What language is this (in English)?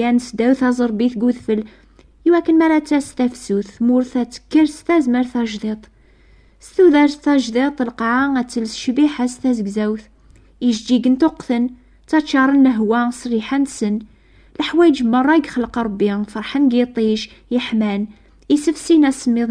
Kabyle